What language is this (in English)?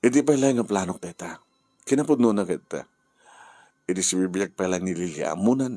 Iloko